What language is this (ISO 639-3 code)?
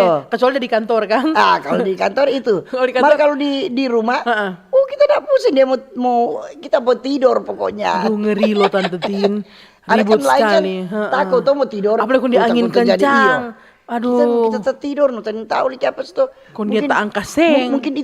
xmm